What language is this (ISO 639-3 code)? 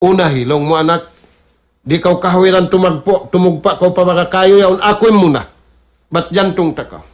tsg